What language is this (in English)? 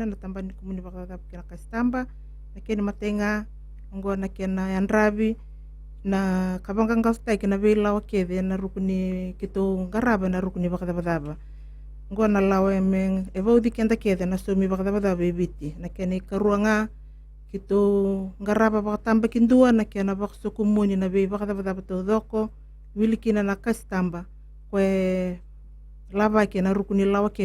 Fijian